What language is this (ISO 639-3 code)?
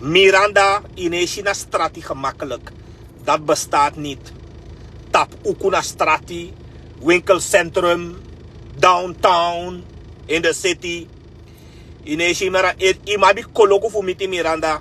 srn